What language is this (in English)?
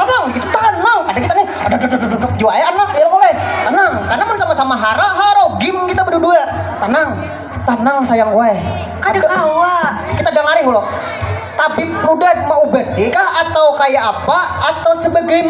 Banjar